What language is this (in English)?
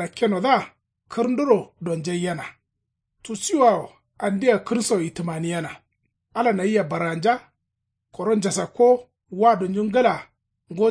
Kanuri